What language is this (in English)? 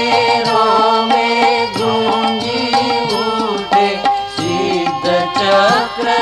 Gujarati